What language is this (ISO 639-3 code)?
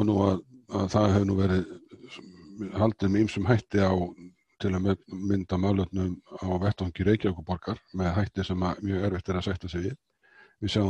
isl